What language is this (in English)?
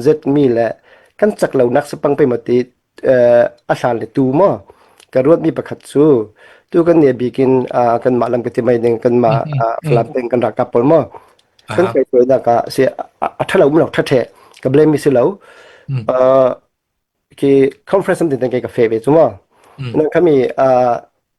Falam Chin